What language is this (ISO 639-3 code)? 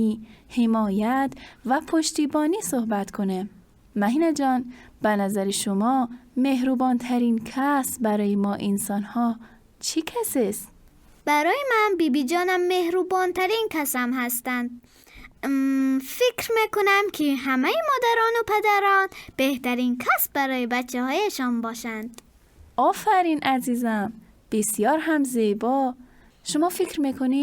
tgk